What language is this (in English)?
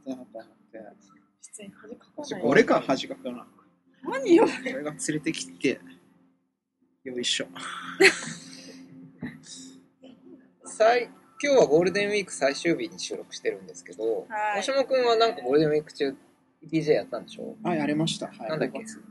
Japanese